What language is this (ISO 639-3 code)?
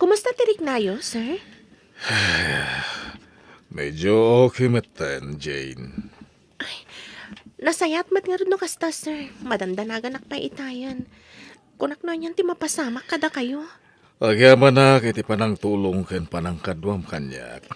ilo